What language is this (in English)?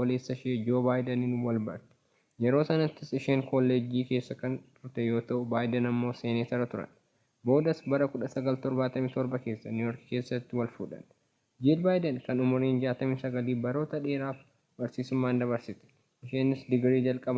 Oromo